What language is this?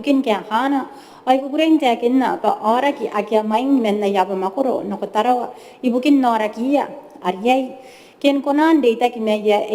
Gilbertese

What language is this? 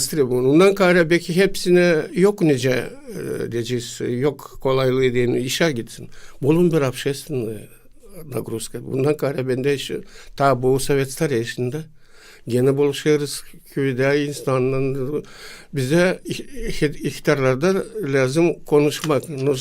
Gagauz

